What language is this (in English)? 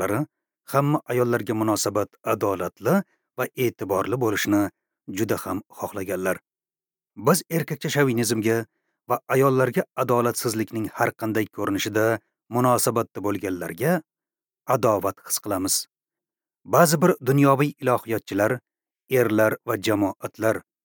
Uzbek